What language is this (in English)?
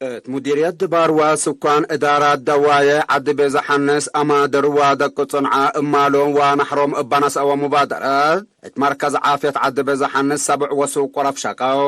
Tigre